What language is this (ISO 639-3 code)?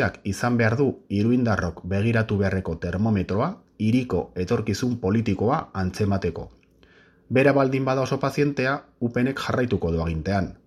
eus